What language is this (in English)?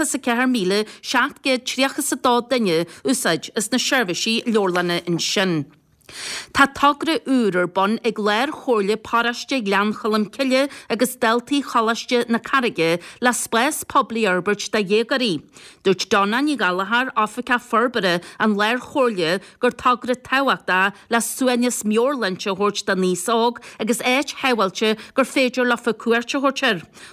Irish